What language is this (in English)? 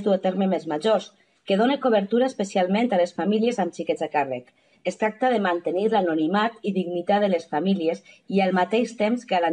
Catalan